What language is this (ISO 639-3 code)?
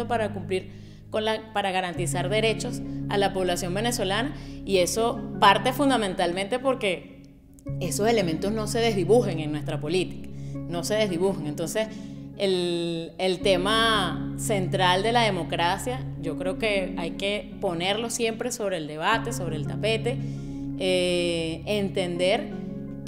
spa